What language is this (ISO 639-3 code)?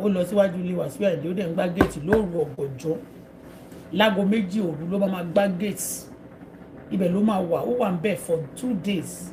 yor